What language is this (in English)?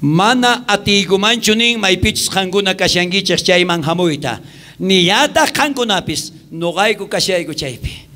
South Bolivian Quechua